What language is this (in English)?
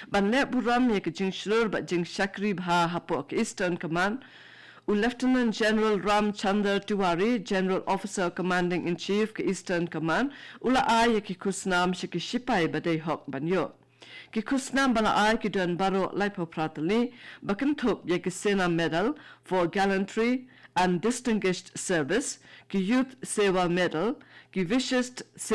Khasi